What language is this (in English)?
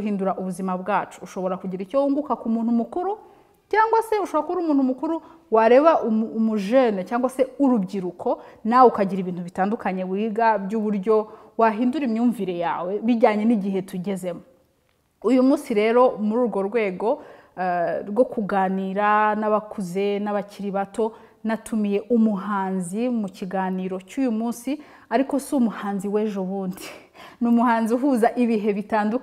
Kinyarwanda